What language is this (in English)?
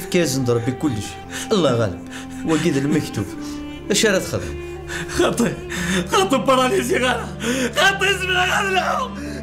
Kabyle